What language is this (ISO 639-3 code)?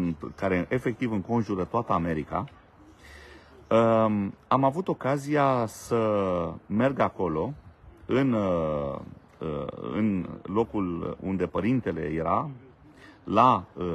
ron